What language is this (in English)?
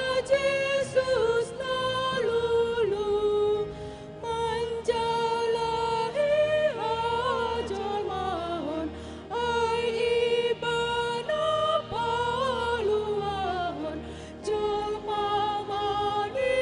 Batak Toba